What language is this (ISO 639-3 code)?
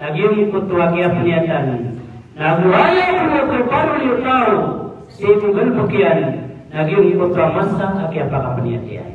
mrw